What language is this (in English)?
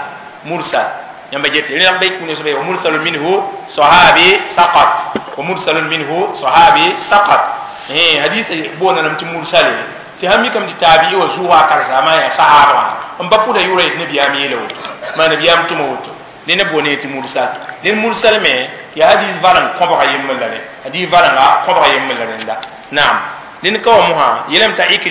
Mossi